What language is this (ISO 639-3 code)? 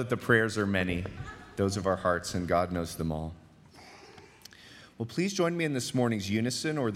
eng